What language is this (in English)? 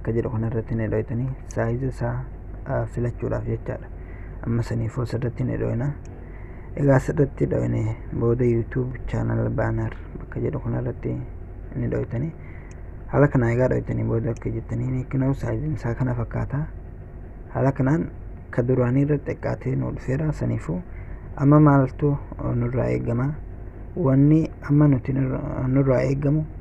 Oromo